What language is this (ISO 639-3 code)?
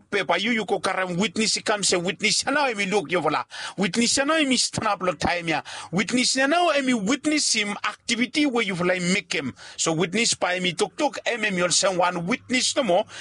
bis